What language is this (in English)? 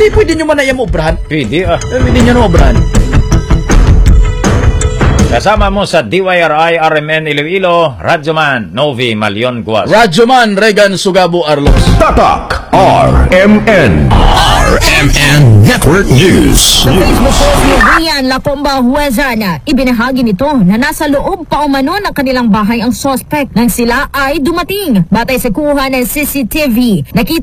Filipino